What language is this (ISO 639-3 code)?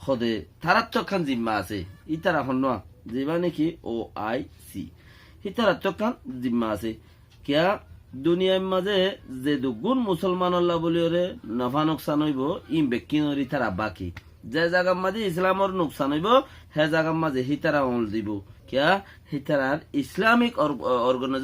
rhg